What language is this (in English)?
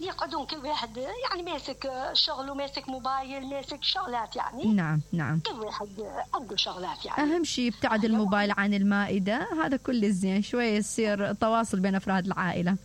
Mesopotamian Arabic